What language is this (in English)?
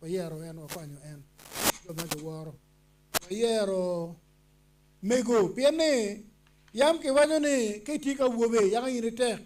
Acoli